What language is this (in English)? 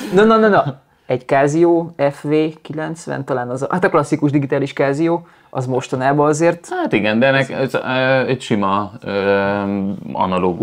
Hungarian